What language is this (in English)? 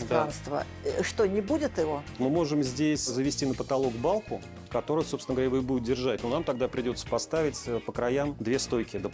Russian